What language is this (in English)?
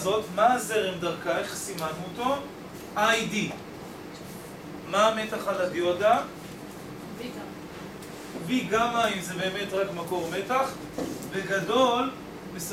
Hebrew